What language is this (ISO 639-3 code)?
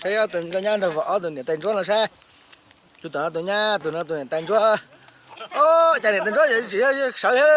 hmn